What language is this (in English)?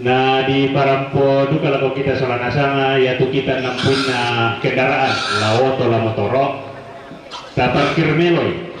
Toraja-Sa'dan